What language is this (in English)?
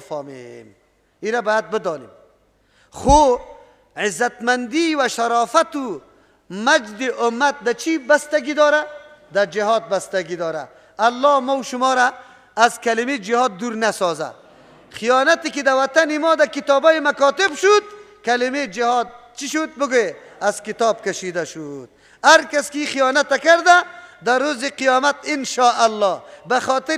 Persian